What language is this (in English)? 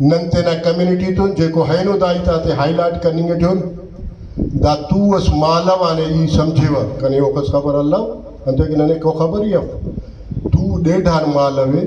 Brahui